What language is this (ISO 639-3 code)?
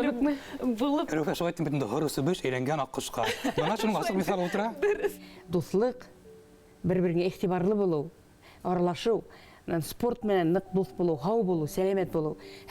bak